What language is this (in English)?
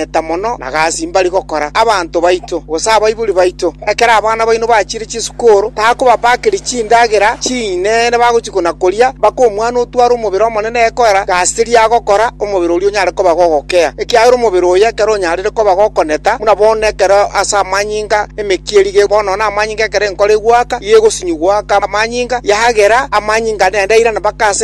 Gusii